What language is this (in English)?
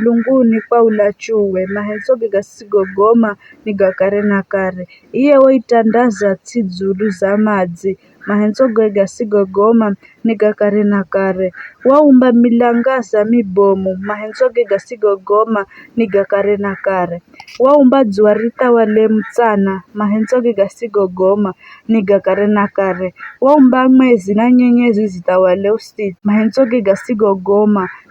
Giryama